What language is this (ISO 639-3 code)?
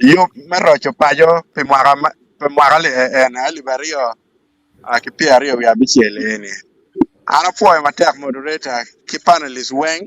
ach